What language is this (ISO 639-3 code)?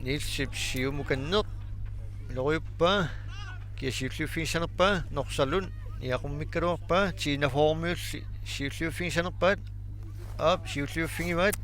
kal